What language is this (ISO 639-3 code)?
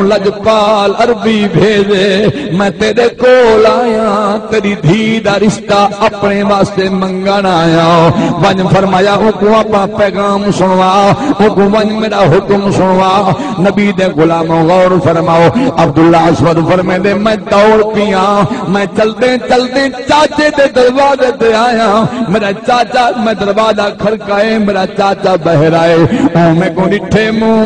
skr